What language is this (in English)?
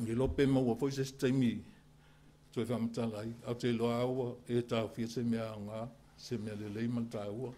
Samoan